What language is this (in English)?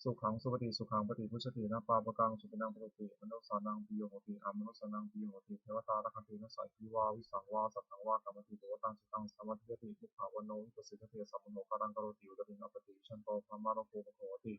Pali